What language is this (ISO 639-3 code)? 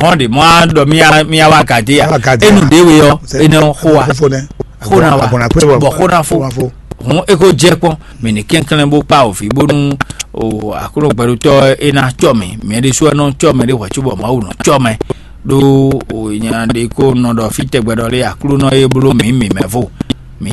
fon